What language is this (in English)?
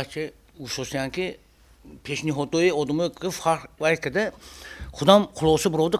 Tajik